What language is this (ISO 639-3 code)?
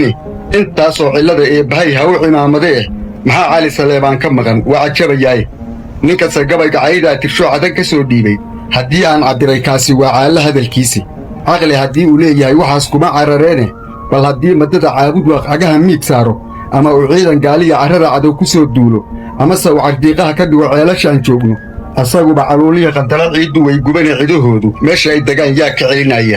som